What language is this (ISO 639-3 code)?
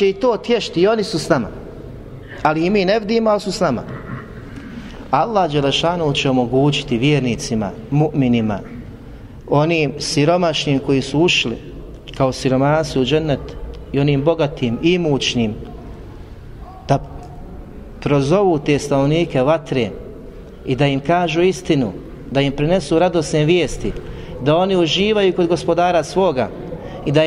bos